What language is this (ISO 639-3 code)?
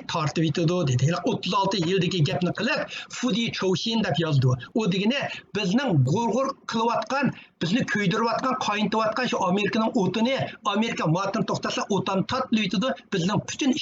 uig